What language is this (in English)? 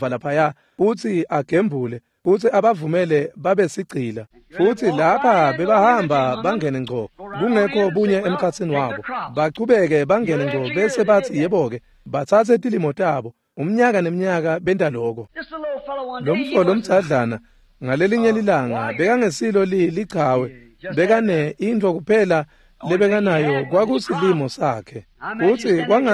Swati